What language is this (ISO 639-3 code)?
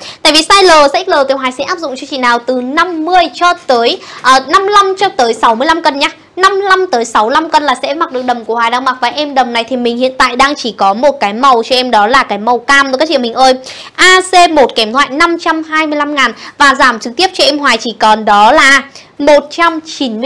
vie